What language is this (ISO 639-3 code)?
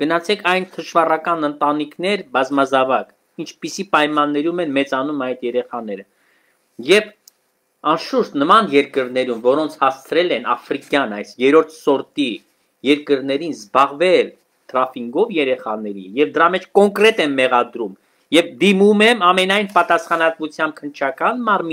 hye